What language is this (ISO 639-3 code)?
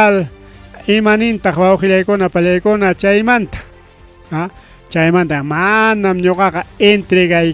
quy